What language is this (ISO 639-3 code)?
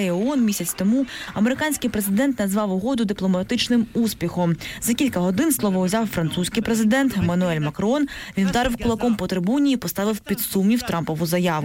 ukr